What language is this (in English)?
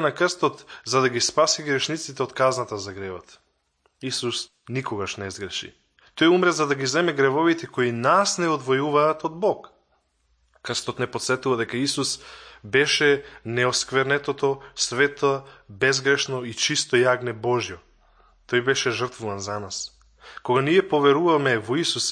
Macedonian